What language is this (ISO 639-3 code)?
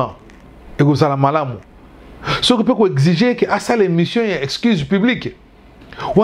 lin